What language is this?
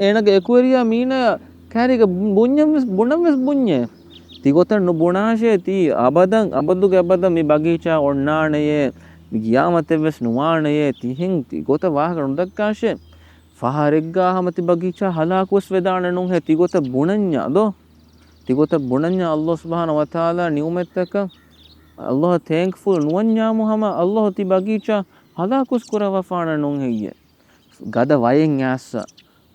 Divehi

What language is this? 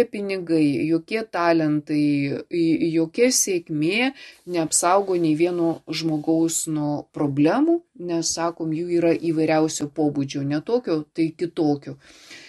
Lithuanian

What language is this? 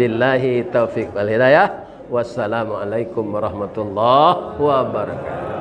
Minangkabau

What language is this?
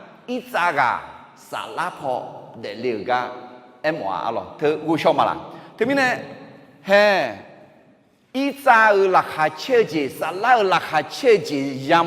Akha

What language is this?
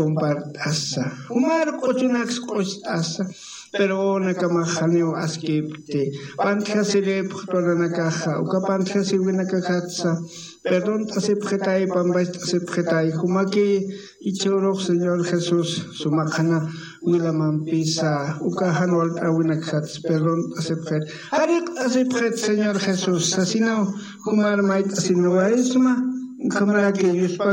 Aymara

